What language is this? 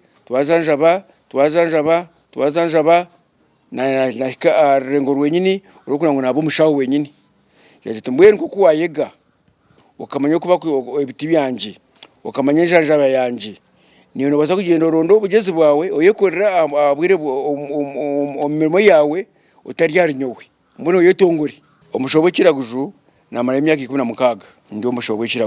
Nyankole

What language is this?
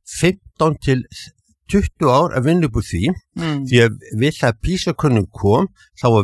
Icelandic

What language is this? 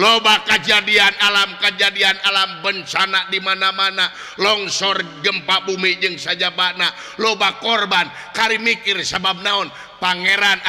Sundanese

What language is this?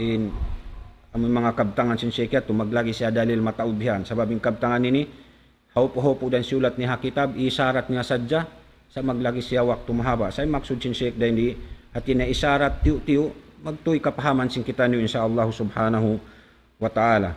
Tausug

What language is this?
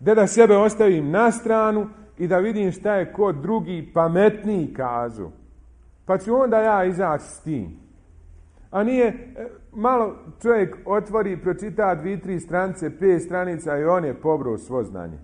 Bosnian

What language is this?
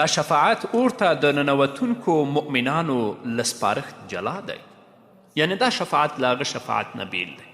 Pashto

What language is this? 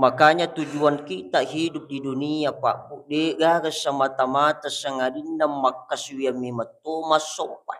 Buginese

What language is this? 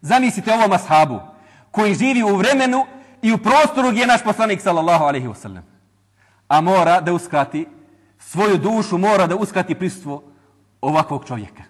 Bosnian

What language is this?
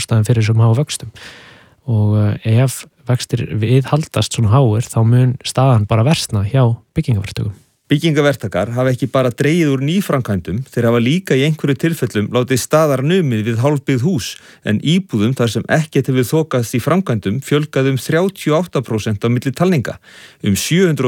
Icelandic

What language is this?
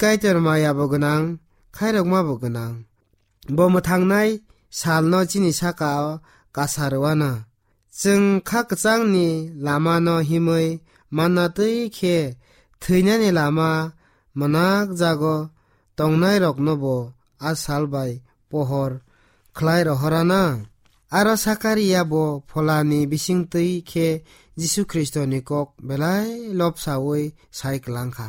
Kok Borok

